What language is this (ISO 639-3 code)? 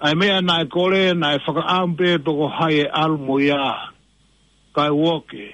ton